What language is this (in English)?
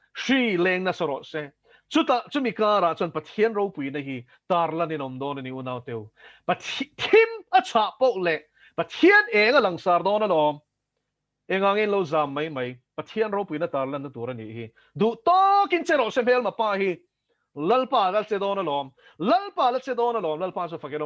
Mizo